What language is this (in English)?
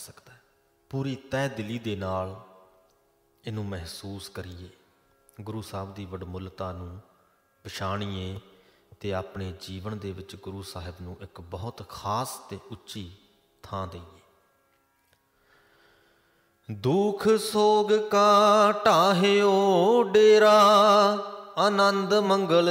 Punjabi